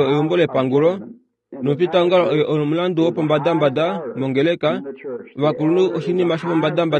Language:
Kuanyama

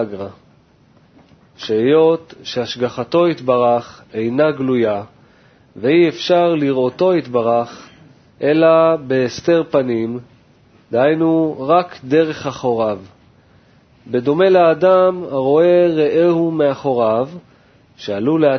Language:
Hebrew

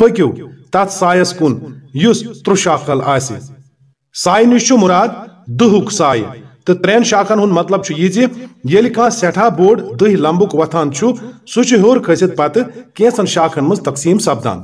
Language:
Kashmiri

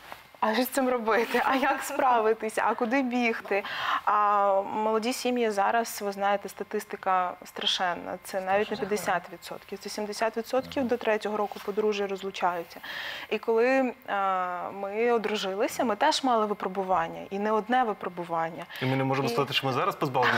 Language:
Ukrainian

